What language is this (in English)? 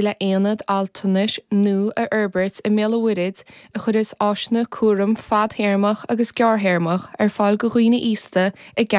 Irish